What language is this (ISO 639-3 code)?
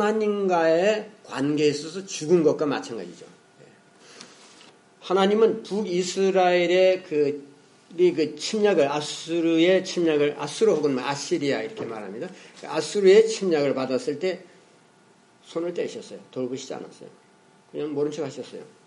kor